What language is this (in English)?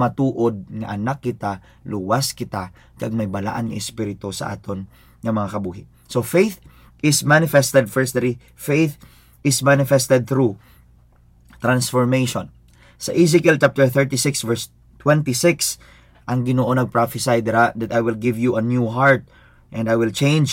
Hiligaynon